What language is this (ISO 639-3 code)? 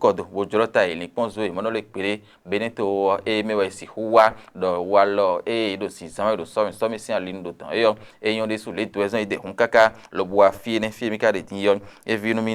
fon